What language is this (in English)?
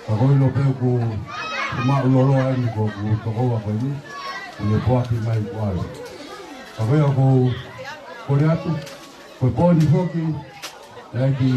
Tongan